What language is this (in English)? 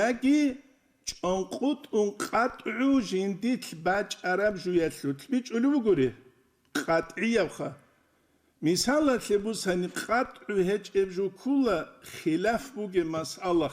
Avaric